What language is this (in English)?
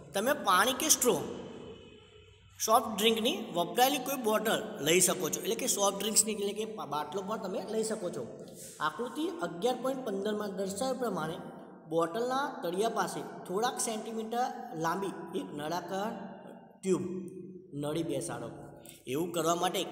Gujarati